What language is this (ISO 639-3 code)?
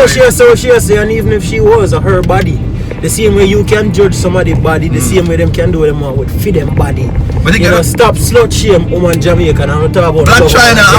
jam